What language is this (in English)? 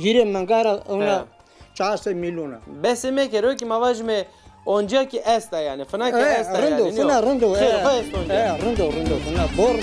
Zaza